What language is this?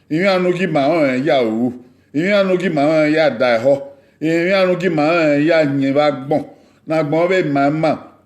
Bini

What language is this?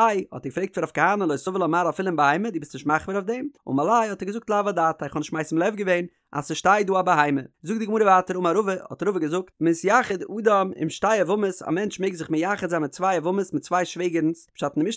Yiddish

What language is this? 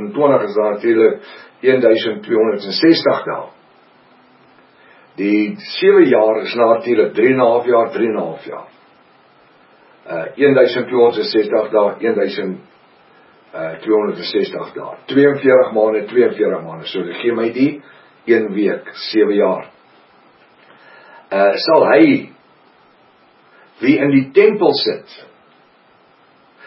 Afrikaans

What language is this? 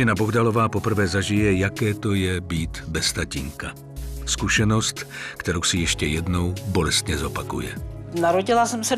Czech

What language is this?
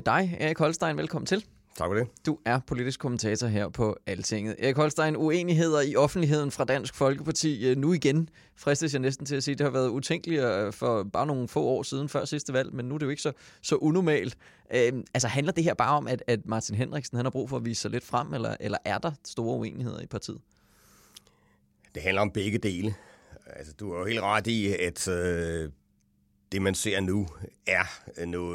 Danish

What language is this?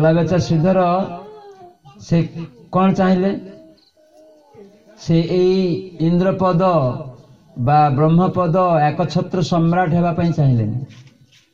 Odia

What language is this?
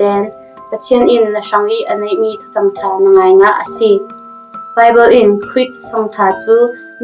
Falam Chin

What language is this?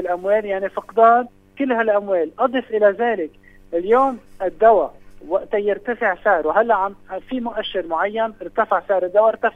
North Levantine Arabic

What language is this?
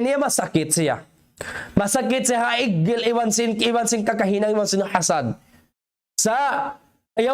Tausug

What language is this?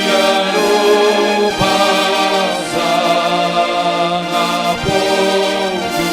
Batak Simalungun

